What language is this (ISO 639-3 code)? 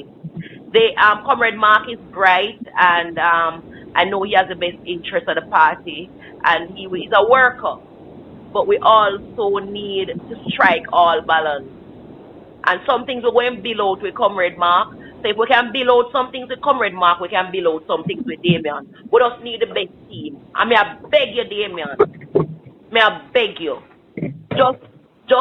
jam